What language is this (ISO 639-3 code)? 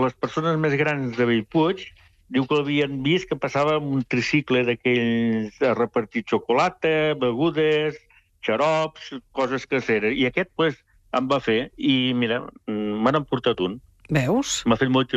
cat